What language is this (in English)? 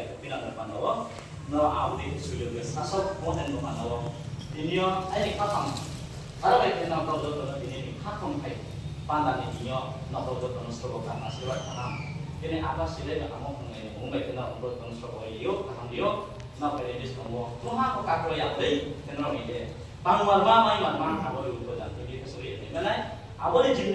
Riang (India)